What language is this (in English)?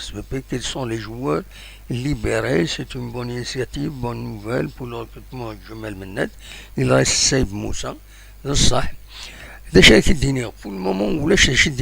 Kabyle